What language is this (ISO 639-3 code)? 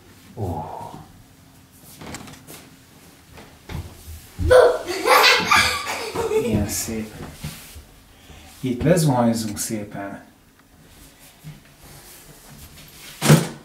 hun